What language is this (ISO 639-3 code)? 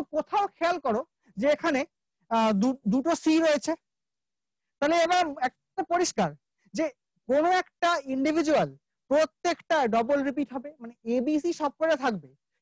ben